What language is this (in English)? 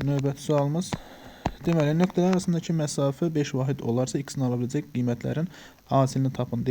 Azerbaijani